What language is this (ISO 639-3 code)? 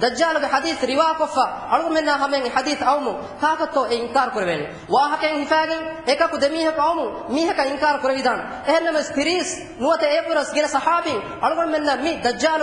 div